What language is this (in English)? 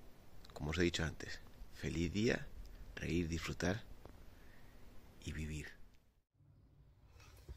Spanish